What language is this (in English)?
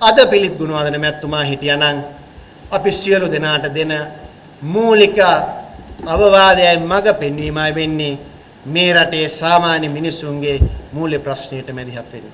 Sinhala